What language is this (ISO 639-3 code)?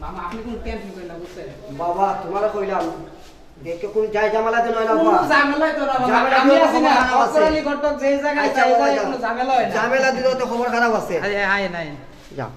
syl